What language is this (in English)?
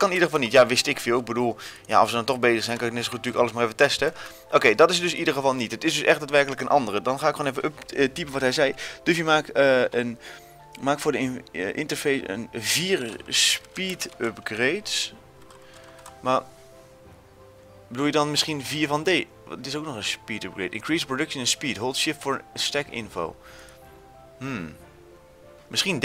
Dutch